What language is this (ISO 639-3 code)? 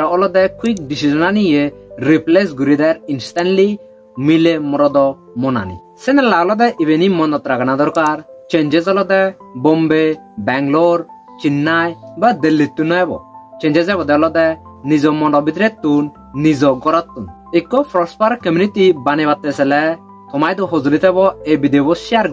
ccp